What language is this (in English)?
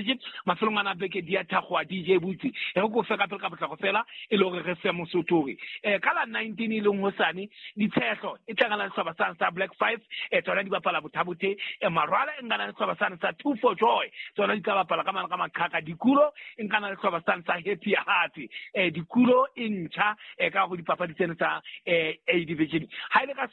Southern Sotho